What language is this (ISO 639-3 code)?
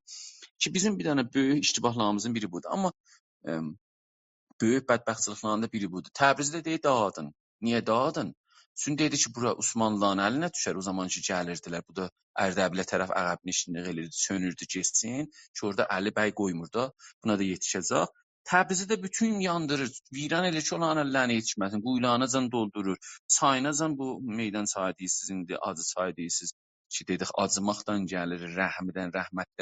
azb